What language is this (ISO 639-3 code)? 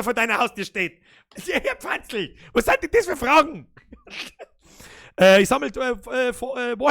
bar